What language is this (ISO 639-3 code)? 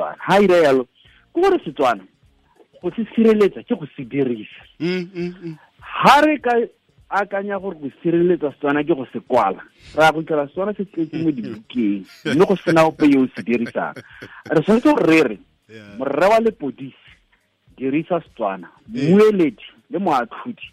tsn